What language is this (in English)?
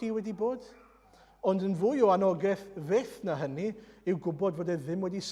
Welsh